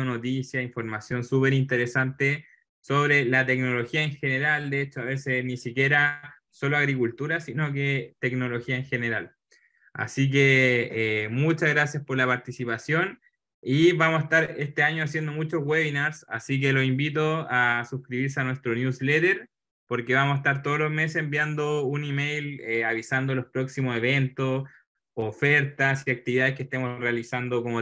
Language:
Spanish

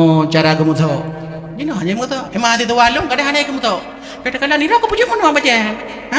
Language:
Achinese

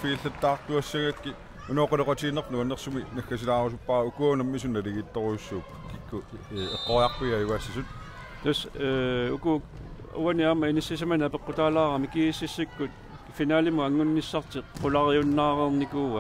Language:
Kalaallisut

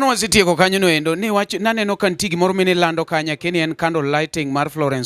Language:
Luo (Kenya and Tanzania)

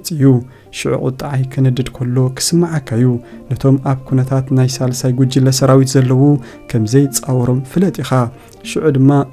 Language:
Tigrinya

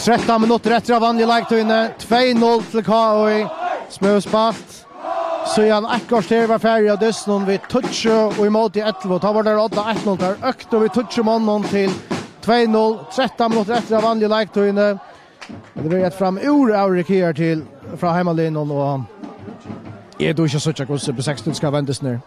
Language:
Faroese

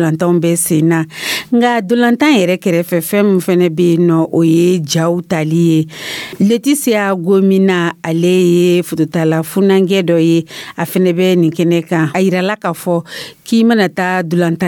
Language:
Dyula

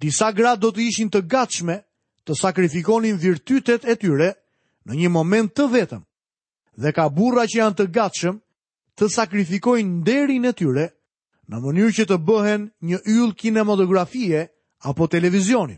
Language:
Albanian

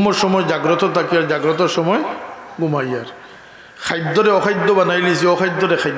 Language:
Sylheti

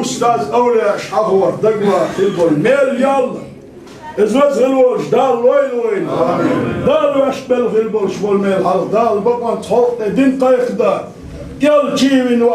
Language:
Chechen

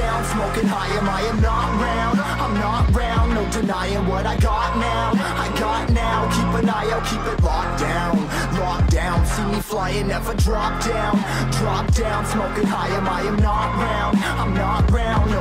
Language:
Russian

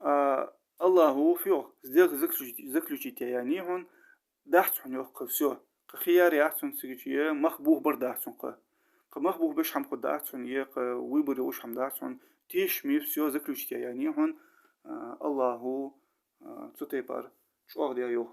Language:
Ingush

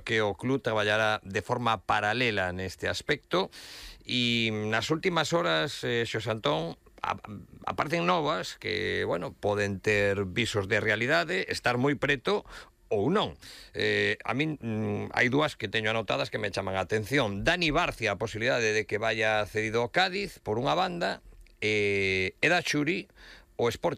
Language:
Galician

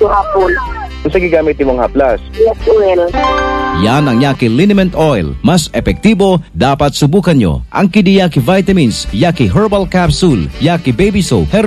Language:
Cebuano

